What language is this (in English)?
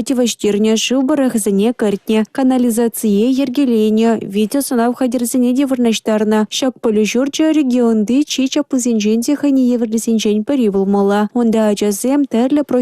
Chuvash